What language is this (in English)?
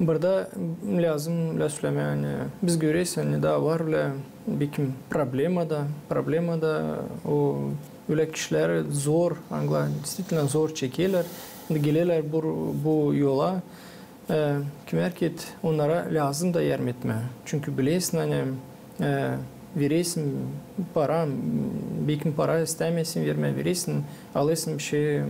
Gagauz